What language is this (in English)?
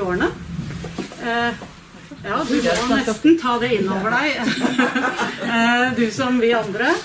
Norwegian